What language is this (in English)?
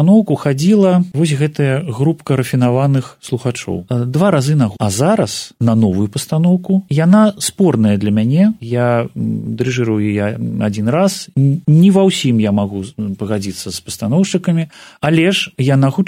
Belarusian